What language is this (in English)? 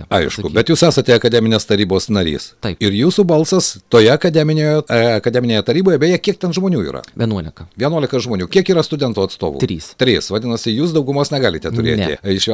Lithuanian